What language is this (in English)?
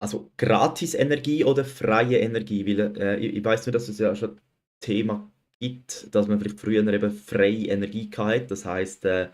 Swiss German